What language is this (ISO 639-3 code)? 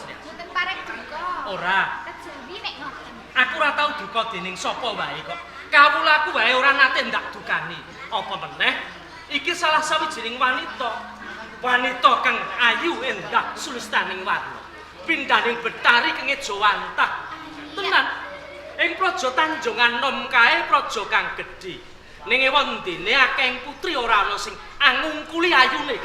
jav